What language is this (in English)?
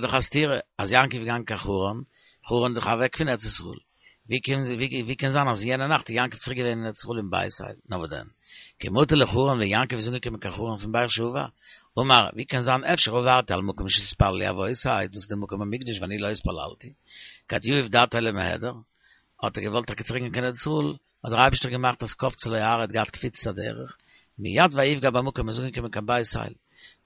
Yiddish